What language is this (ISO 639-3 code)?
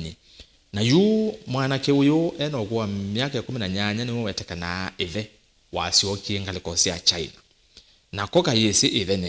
kam